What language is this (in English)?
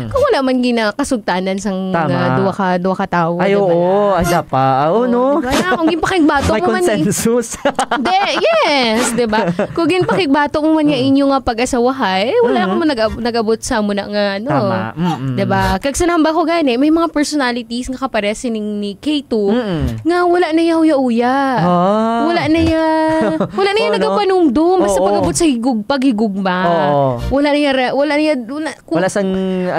Hiligaynon